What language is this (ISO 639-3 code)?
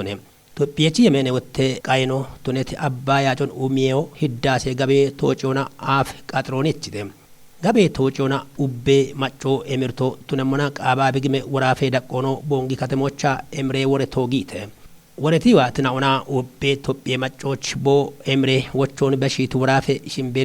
kbr